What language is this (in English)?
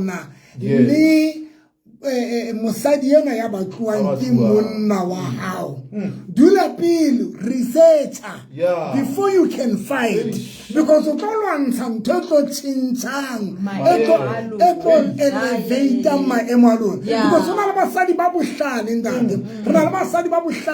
Southern Sotho